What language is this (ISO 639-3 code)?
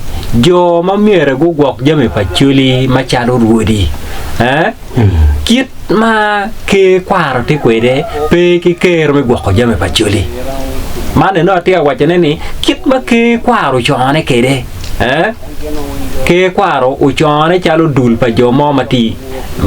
ach